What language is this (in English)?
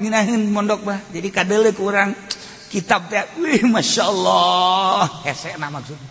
Sundanese